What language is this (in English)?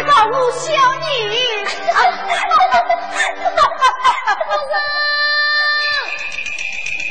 Chinese